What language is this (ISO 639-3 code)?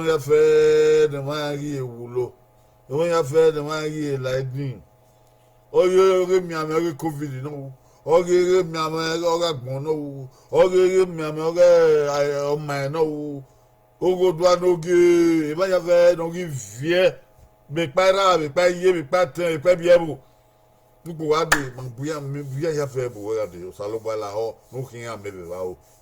bin